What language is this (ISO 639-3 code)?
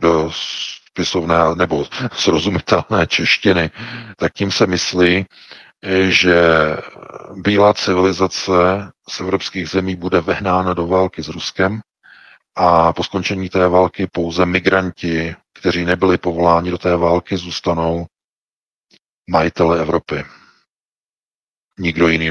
ces